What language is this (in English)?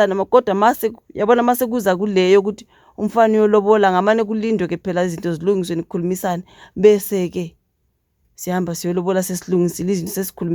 Zulu